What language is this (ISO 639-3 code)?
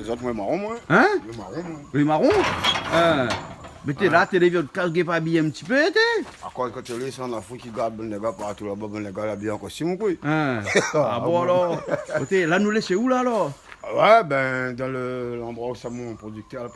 rcf